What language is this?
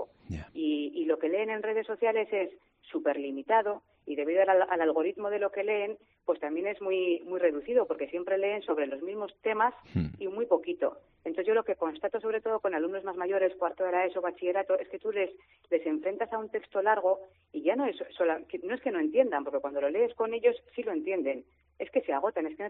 Spanish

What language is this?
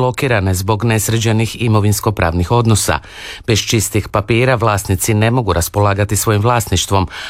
Croatian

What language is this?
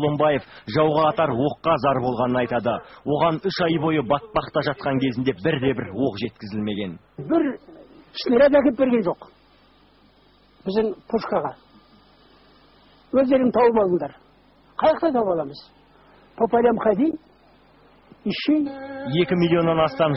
Kazakh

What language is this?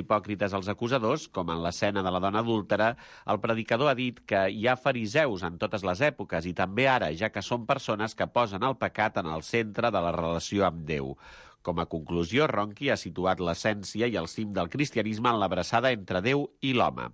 Catalan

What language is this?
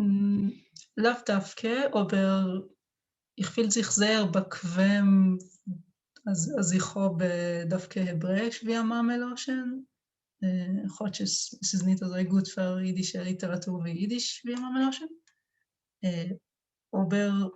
Yiddish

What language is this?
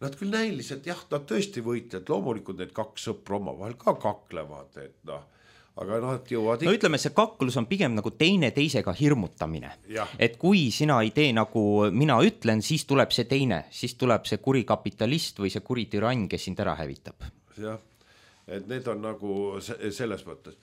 Estonian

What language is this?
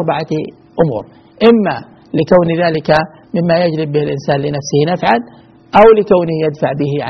Arabic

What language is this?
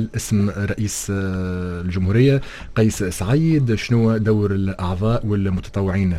Tunisian Arabic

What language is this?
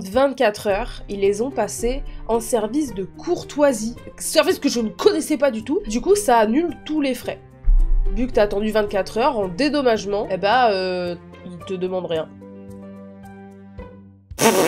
French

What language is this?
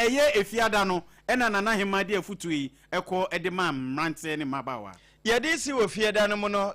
Akan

